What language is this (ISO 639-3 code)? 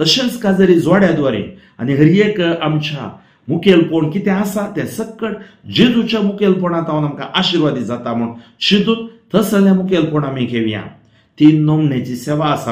kok